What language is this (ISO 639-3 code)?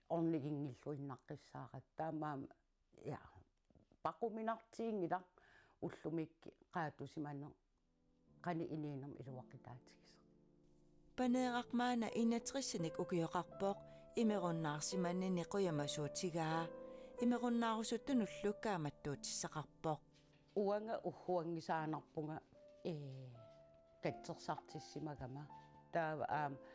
kal